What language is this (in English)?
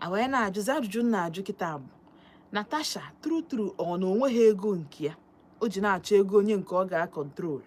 Igbo